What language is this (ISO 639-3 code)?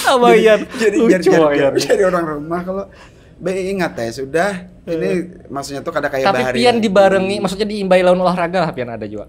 bjn